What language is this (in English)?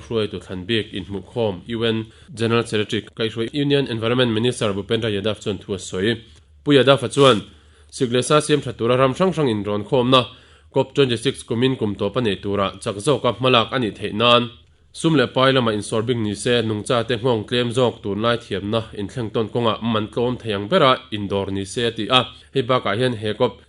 Mizo